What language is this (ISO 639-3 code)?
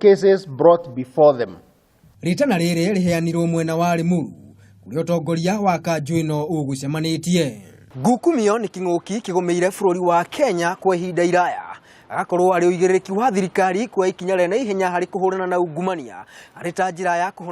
kik